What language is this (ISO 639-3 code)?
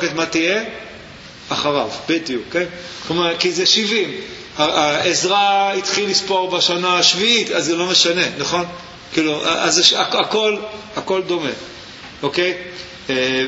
heb